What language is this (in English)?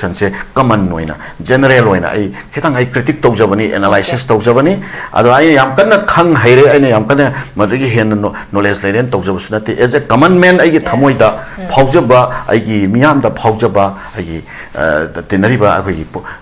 Manipuri